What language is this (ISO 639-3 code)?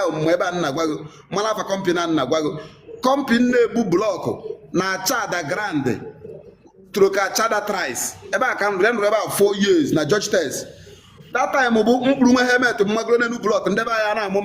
ibo